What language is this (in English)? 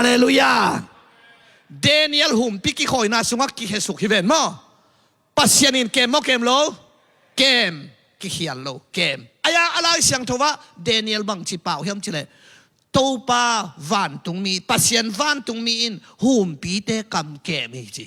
Tedim Chin